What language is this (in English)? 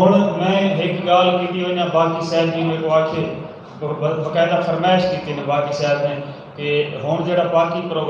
Saraiki